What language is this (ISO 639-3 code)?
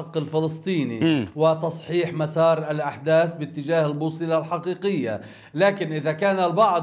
ara